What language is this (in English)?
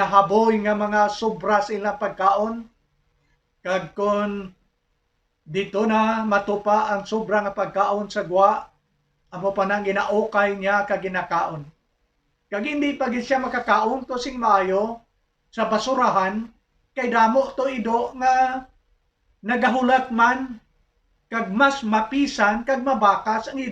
Hiligaynon